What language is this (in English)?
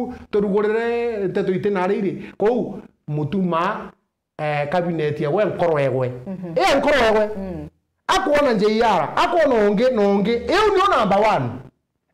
Meru